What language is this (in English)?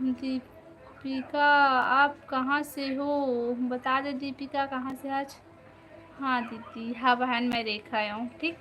Chhattisgarhi